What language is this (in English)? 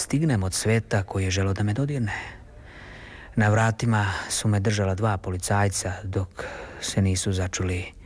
Serbian